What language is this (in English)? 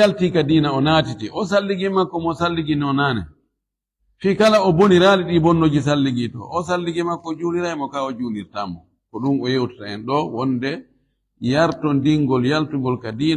Fula